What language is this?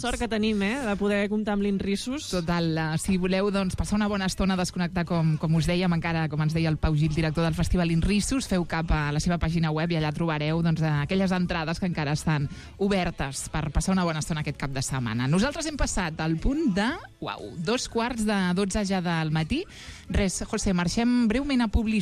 Catalan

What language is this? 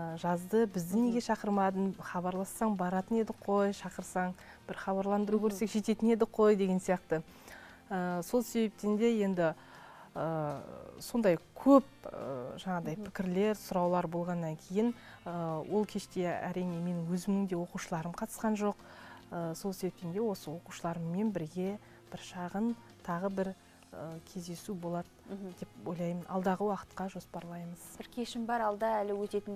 Kazakh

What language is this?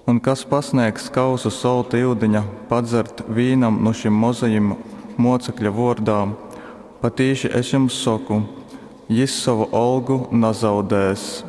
Latgalian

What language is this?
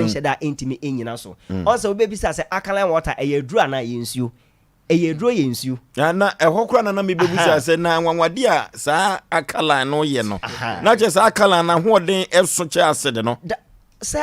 Akan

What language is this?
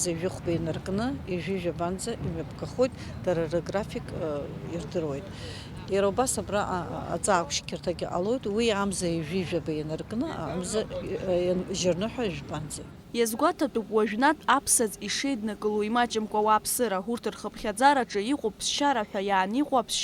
Abkhazian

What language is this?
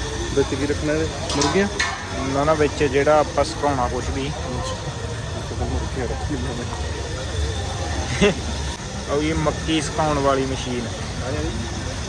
Punjabi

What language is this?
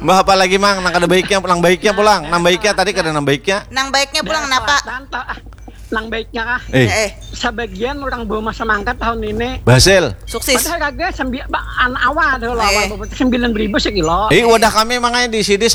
Banjar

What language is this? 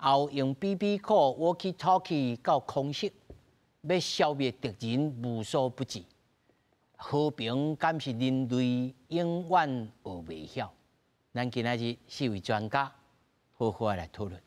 Min Nan Chinese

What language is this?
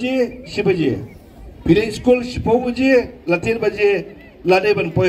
Khasi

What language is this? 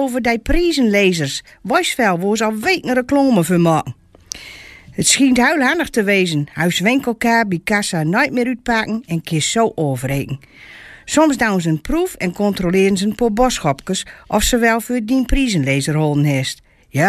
Gronings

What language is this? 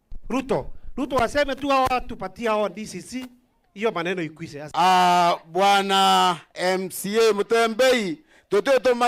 Meru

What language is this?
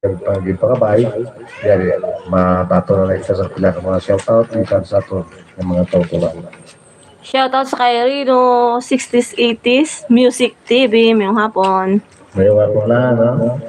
Hiligaynon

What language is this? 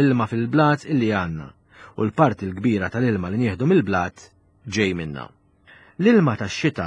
Maltese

